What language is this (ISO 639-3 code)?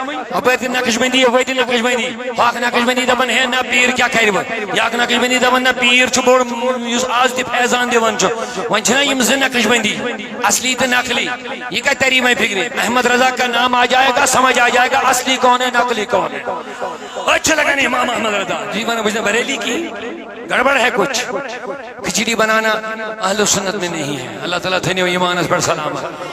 kas